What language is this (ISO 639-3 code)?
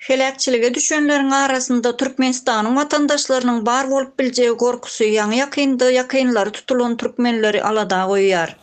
tuk